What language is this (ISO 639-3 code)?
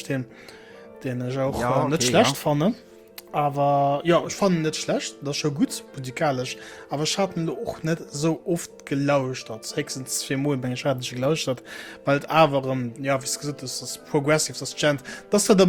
ltz